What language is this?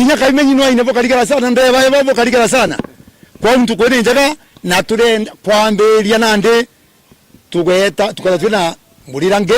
Meru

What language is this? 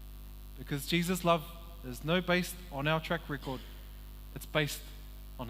Māori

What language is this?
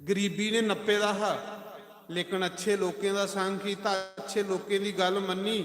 Dogri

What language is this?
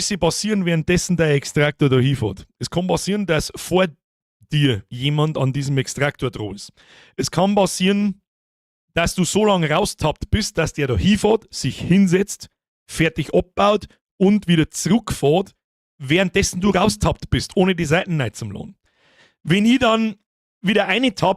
Bavarian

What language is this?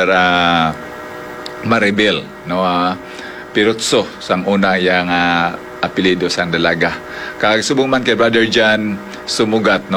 Hiligaynon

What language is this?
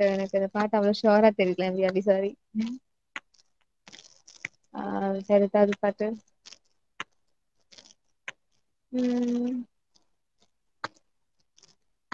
Tamil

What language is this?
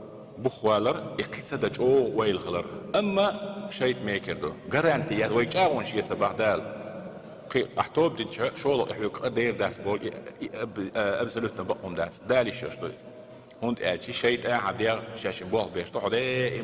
Chechen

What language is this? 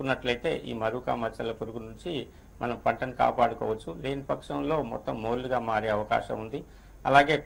Telugu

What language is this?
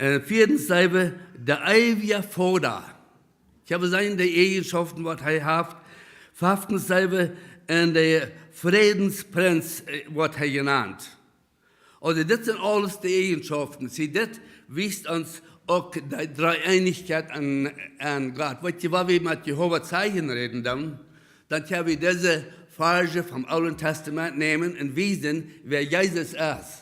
Plautdietsch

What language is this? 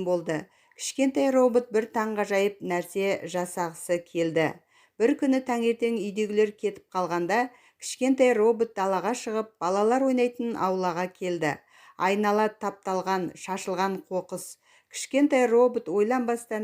Kazakh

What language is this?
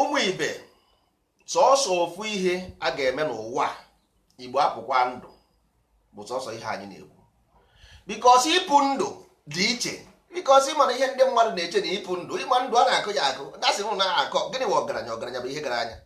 Igbo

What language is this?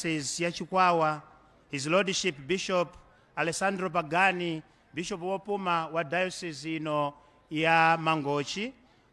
Nyanja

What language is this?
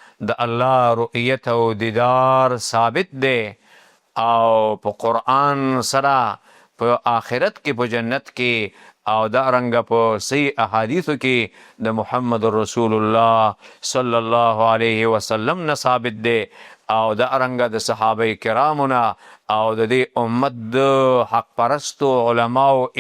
Pashto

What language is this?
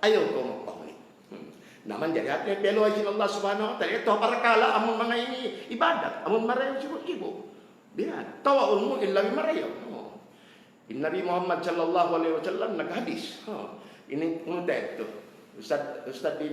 Tausug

